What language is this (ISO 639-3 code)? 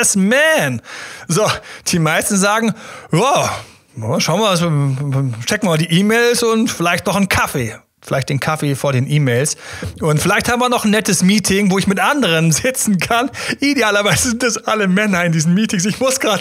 deu